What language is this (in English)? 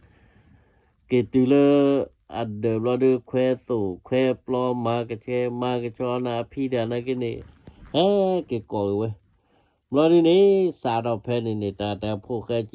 S'gaw Karen